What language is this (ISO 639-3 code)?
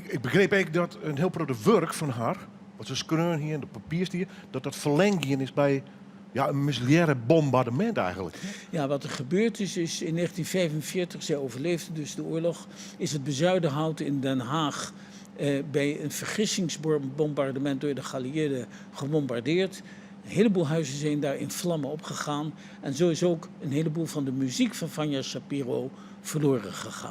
fry